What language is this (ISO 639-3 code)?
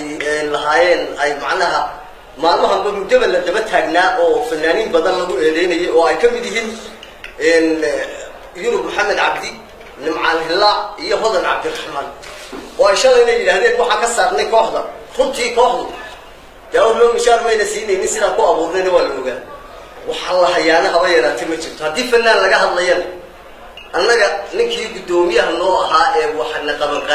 som